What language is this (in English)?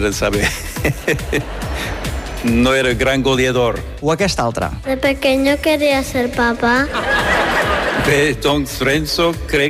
Catalan